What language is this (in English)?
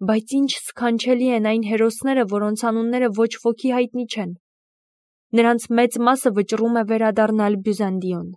Armenian